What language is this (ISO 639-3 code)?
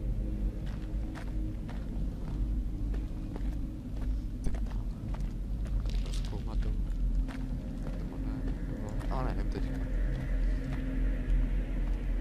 ces